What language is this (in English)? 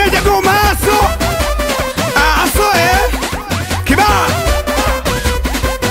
Swahili